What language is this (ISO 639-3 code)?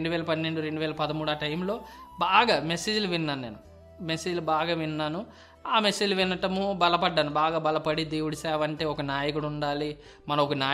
tel